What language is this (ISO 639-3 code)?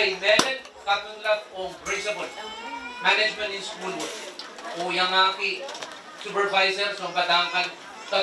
pon